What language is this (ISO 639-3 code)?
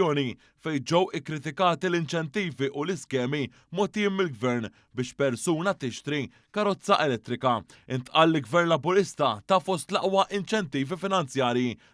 mlt